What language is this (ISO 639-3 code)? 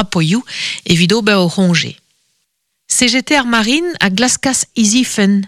bre